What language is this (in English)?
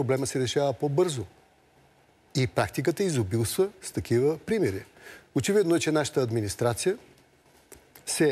Bulgarian